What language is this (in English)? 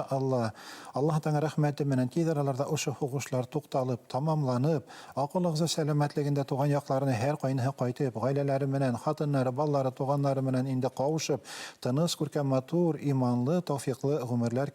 Bashkir